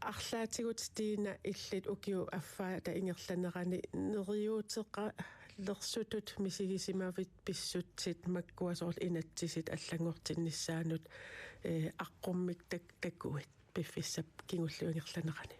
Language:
Kalaallisut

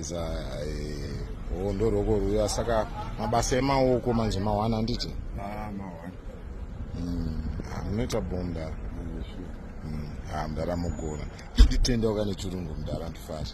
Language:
Shona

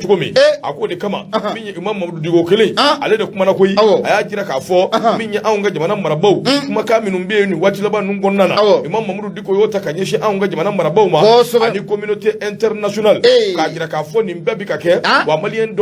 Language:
Bambara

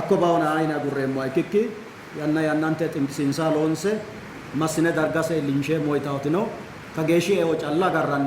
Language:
Sidamo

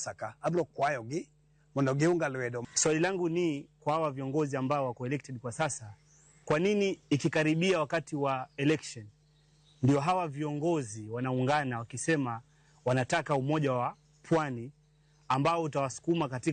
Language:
Luo (Kenya and Tanzania)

